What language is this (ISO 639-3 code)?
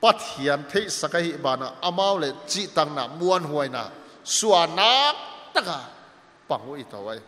pck